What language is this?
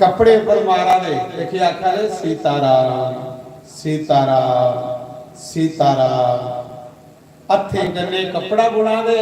Dogri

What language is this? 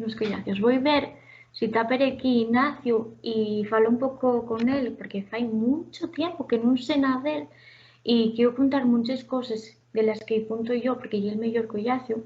Asturian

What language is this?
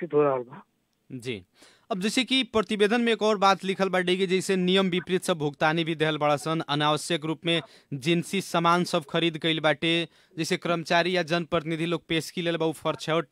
Bhojpuri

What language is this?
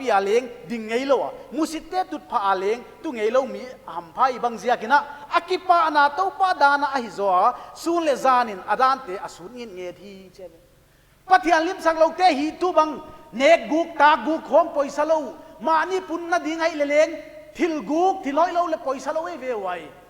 Paite Chin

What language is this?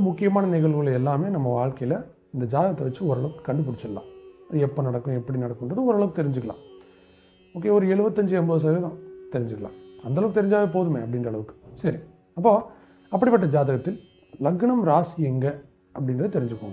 Tamil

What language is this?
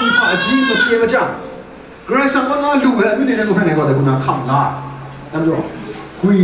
Kachin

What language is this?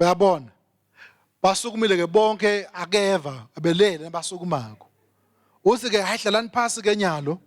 Swati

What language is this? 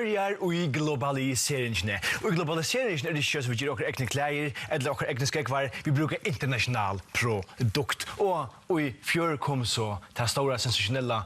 Faroese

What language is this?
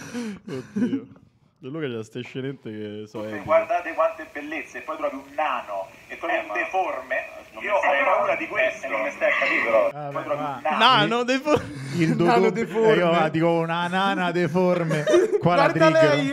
Italian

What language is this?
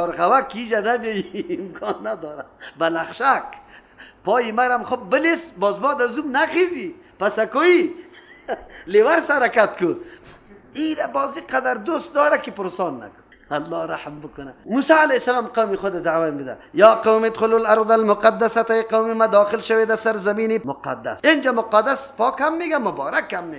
Persian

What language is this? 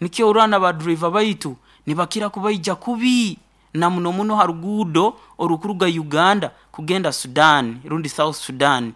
Nyoro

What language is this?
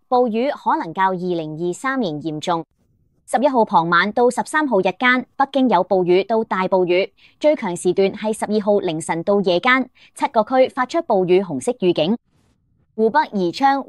Cantonese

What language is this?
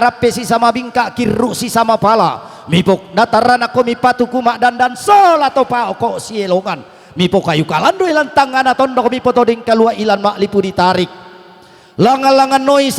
Toraja-Sa'dan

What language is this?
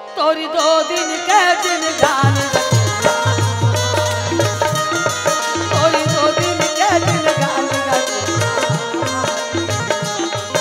Chhattisgarhi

